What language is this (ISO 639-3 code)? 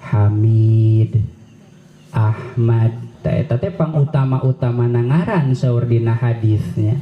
sun